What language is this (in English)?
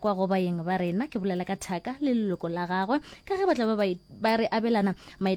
Northern Sotho